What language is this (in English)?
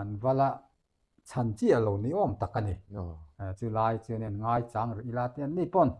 Mizo